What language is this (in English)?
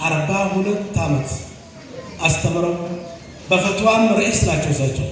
Amharic